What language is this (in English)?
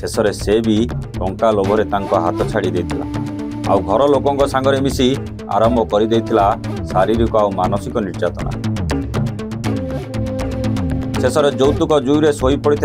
Odia